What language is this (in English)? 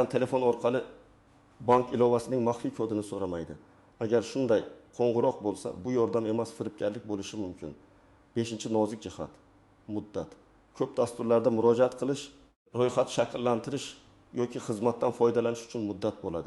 Uzbek